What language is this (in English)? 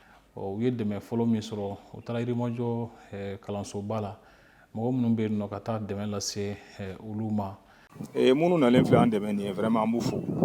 Bambara